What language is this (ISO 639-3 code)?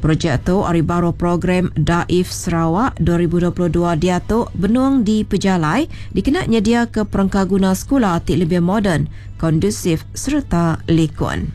iba